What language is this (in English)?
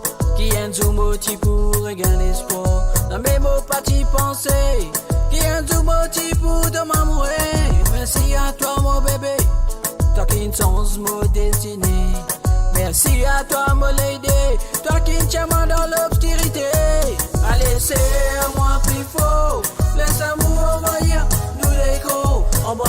Morisyen